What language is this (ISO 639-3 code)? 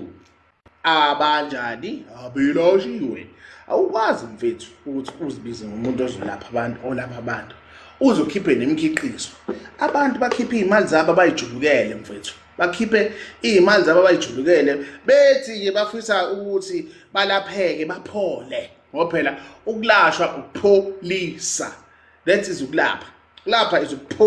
zul